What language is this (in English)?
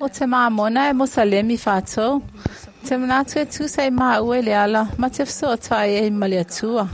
Samoan